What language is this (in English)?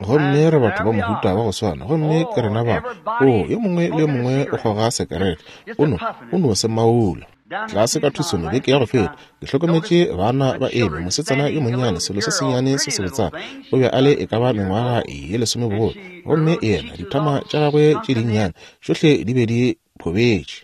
Northern Sotho